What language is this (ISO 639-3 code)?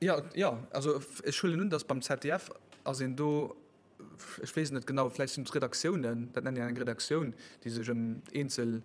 ltz